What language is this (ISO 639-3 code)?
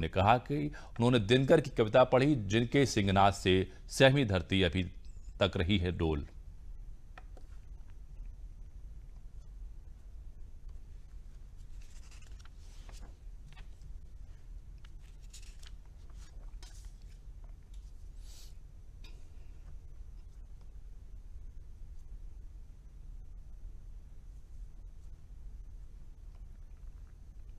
hin